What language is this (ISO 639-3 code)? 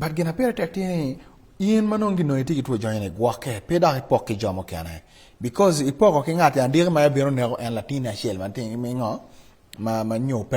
ach